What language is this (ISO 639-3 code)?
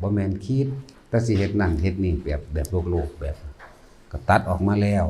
tts